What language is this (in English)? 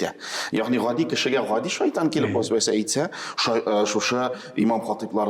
Tatar